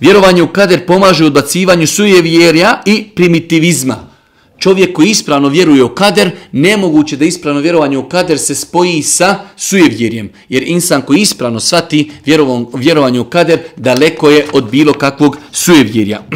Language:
Bosnian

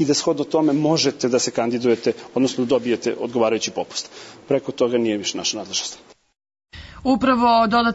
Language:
Serbian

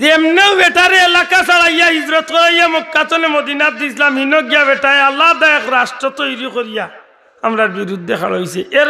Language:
Sylheti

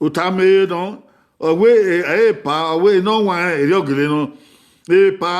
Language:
Bini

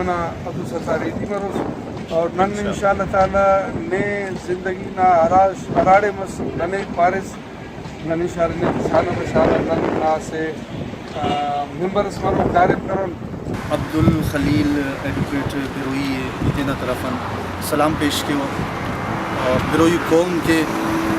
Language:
Brahui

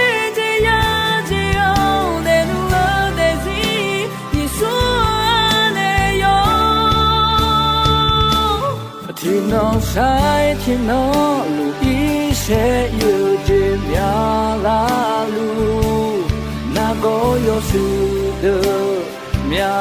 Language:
Akha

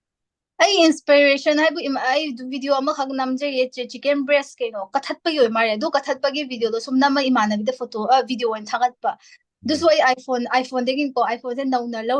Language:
Manipuri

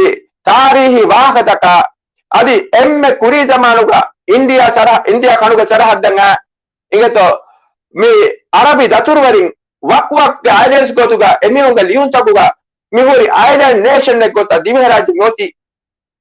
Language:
Divehi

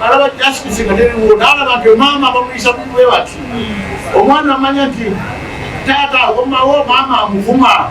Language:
Ganda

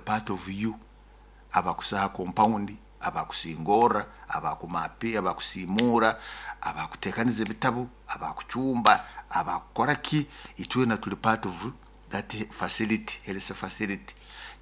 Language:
Nyoro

